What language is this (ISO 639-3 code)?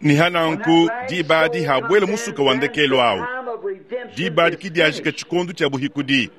lua